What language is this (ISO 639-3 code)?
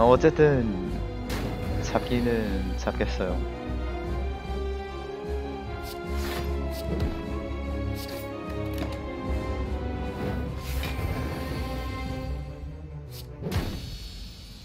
kor